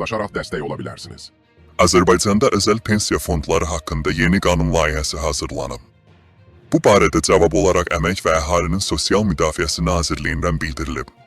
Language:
Azerbaijani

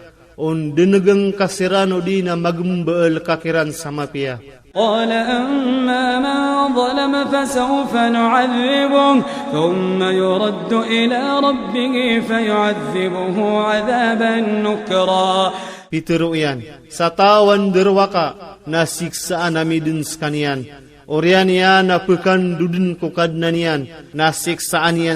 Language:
Iranun (Philippines)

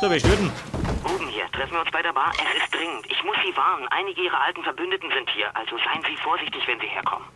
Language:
Bavarian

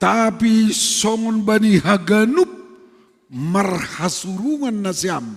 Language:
Batak Simalungun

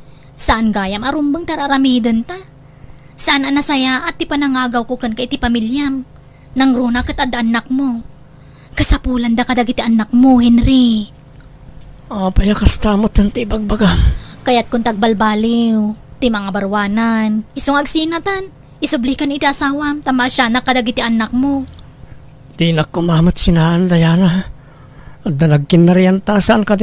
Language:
Iloko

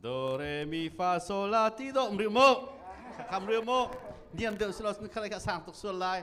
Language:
Hakha Chin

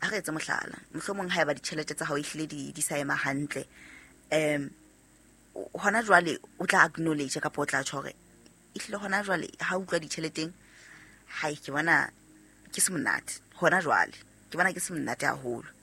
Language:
Southern Sotho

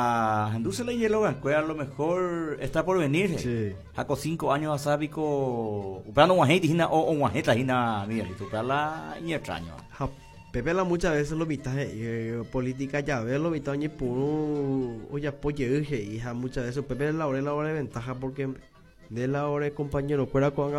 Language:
Guarani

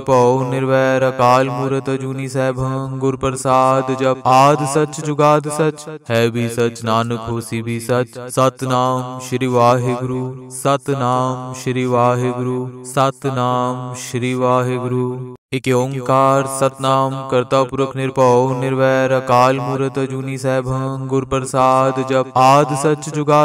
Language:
Punjabi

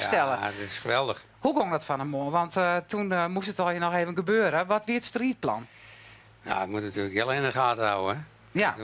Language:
Western Frisian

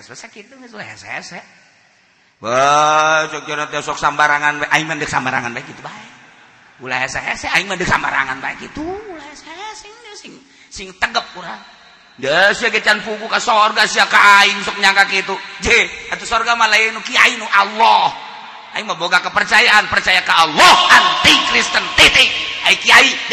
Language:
Sundanese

